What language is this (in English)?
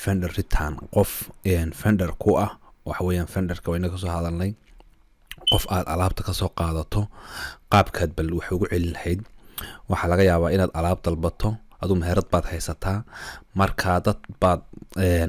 Somali